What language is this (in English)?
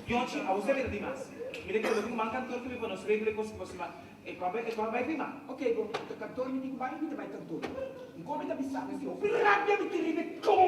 Papiamento